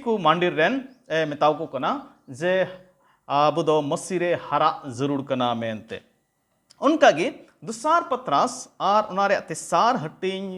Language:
Santali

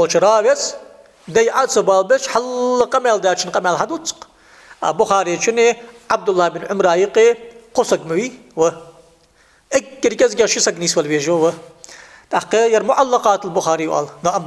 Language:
Ingush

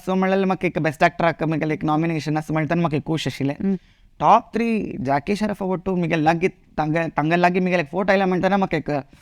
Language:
Konkani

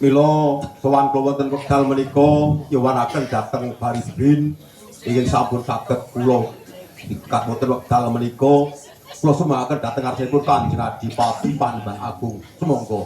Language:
Javanese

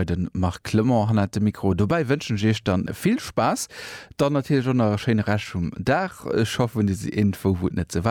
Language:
Luxembourgish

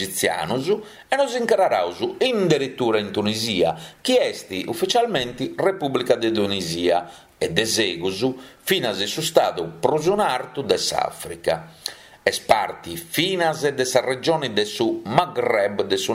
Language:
Sardinian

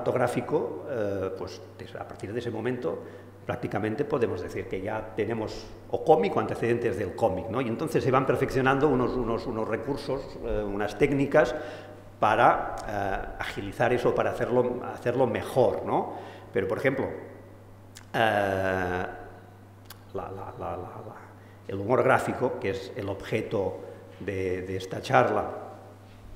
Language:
Spanish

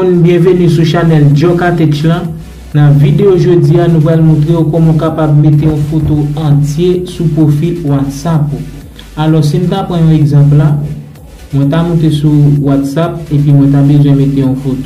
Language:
Haitian Creole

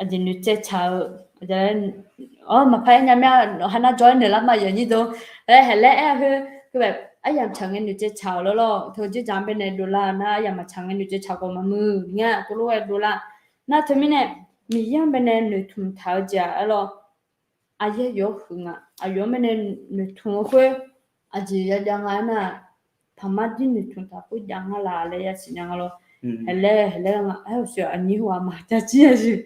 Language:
Akha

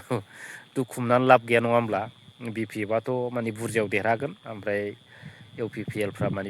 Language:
Bodo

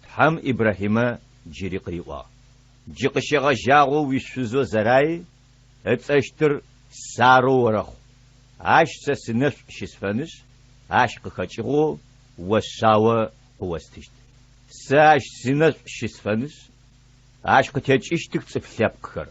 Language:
Adyghe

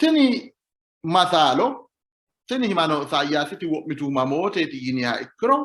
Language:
Sidamo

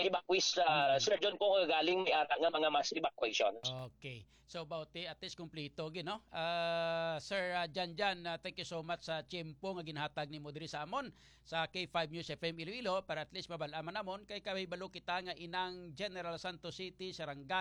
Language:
Hiligaynon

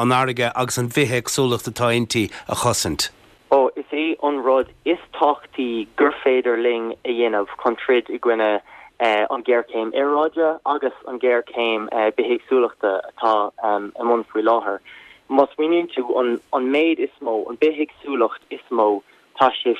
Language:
Irish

